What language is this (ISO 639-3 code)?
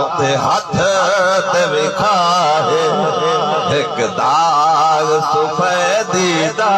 skr